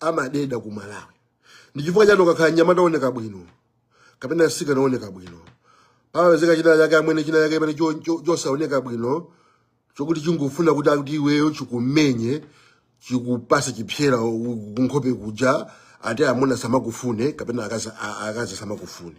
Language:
Nyanja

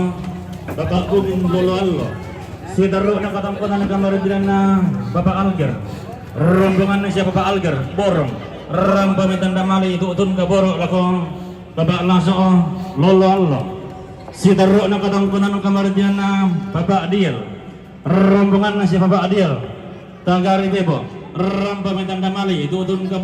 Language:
Toraja-Sa'dan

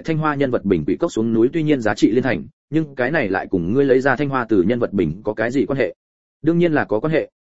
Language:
Vietnamese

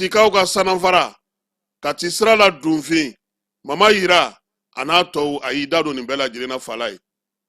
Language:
Bambara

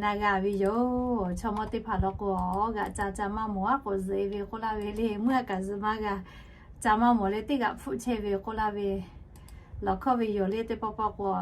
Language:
Lahu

